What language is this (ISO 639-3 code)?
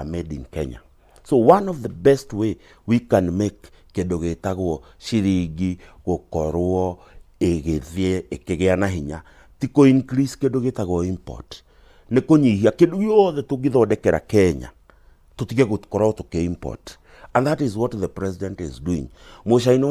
kik